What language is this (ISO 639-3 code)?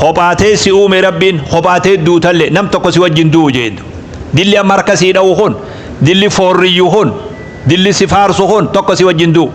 orm